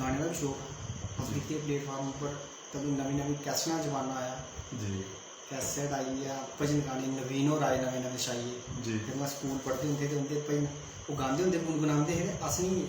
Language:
Dogri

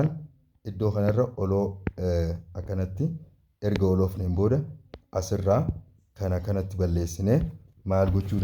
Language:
Oromo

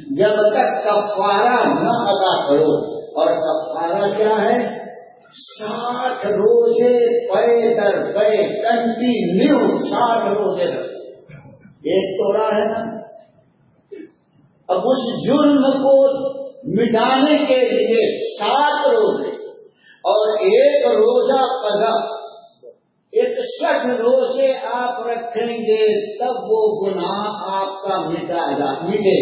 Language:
Urdu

